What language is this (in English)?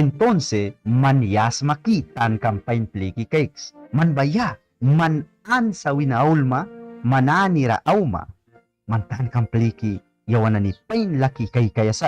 Mískito